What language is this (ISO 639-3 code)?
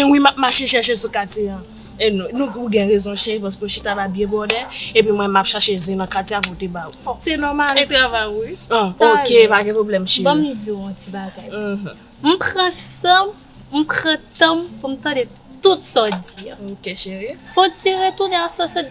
hat